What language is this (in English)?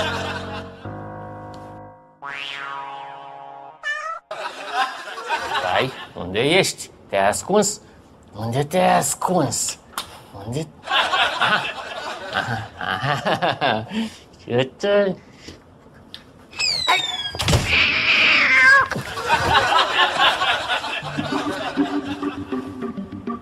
Romanian